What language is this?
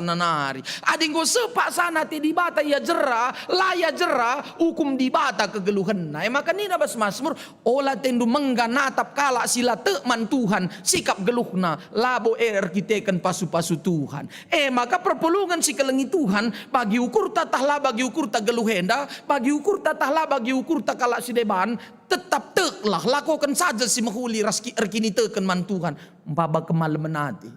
Batak Karo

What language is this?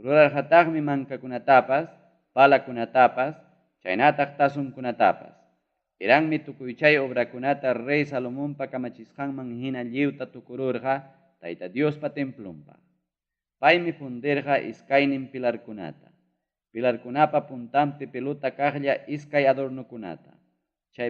Ayacucho Quechua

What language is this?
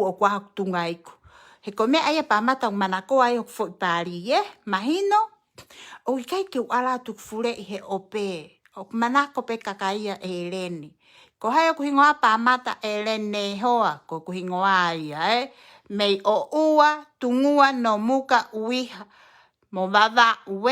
Tongan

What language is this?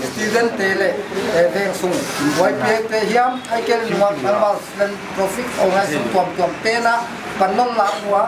Paite Chin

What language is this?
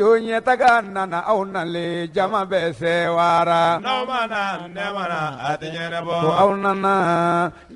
Bambara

